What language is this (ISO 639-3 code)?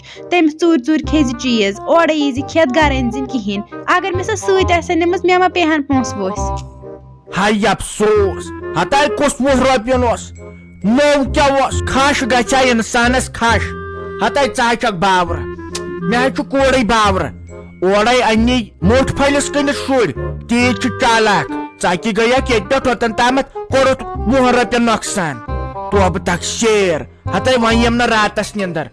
kas